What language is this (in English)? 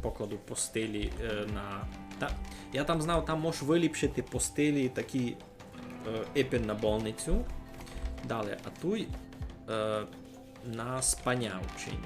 Rusyn